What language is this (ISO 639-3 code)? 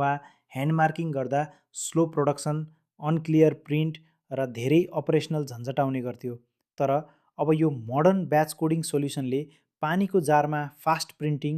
nep